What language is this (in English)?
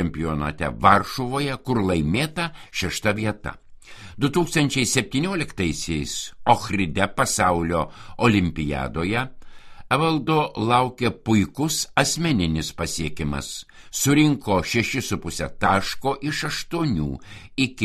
Lithuanian